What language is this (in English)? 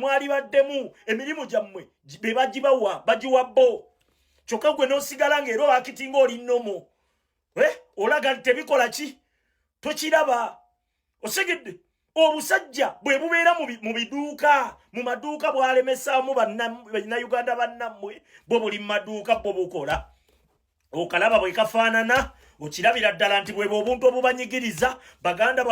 Ganda